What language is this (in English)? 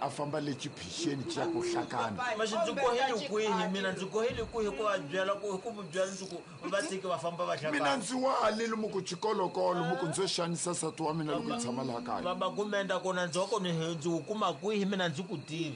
Tsonga